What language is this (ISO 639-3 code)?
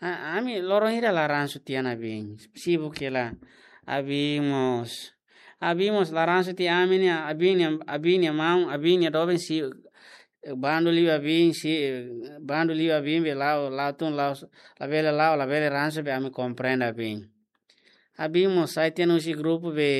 tet